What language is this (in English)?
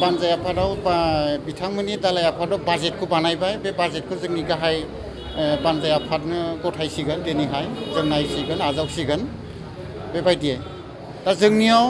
Bodo